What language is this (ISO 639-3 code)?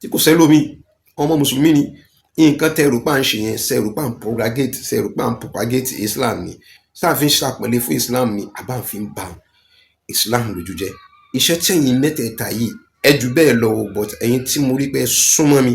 yor